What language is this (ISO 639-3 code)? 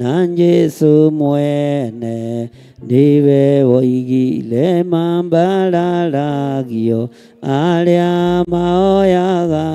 kik